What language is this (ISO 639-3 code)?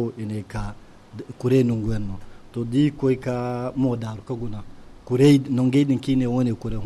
dje